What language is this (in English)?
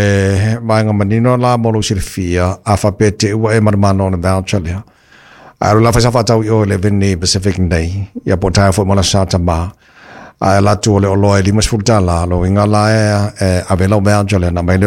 Samoan